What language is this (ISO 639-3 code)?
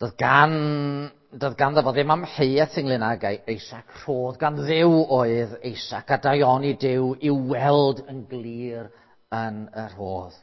cym